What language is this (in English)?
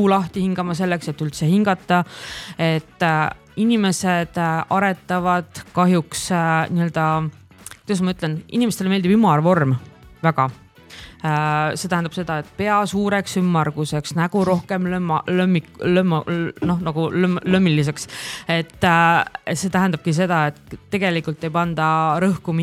Estonian